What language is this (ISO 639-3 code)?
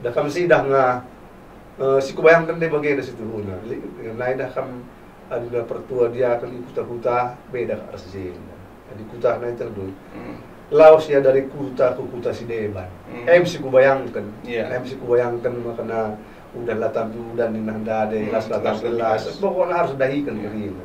btx